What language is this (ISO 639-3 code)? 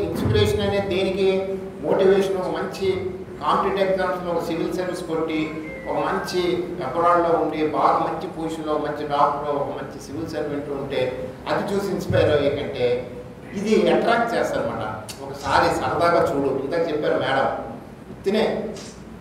tel